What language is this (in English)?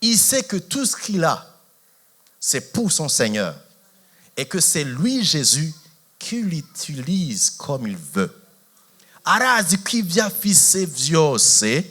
Rundi